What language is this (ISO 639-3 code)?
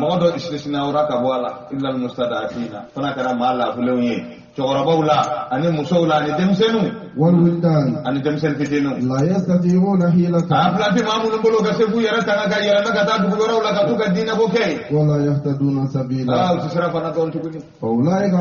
bam